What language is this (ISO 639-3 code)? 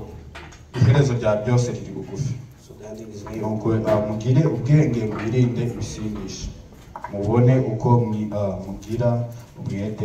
kin